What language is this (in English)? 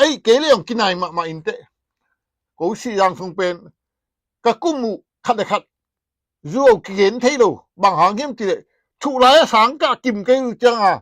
Tedim Chin